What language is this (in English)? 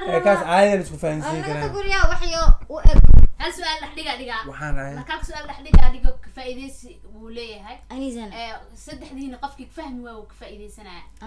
Somali